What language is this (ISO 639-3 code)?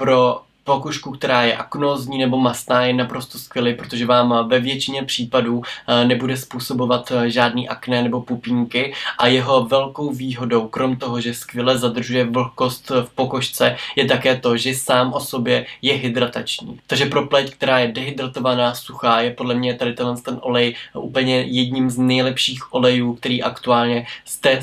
ces